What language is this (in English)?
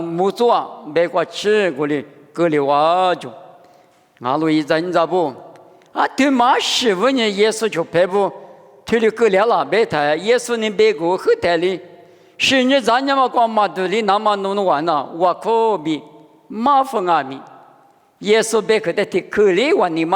Lisu